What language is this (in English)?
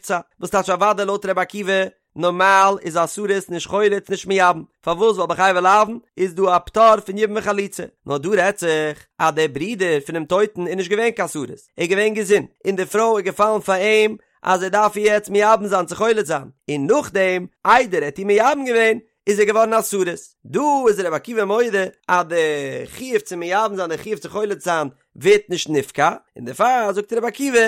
Yiddish